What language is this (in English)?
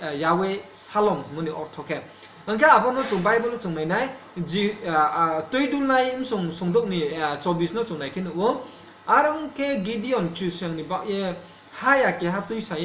Riang (India)